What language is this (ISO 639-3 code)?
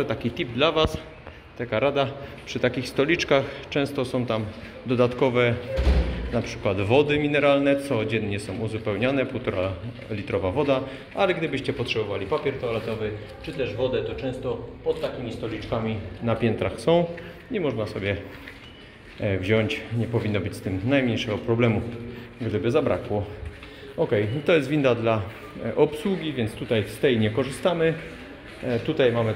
pol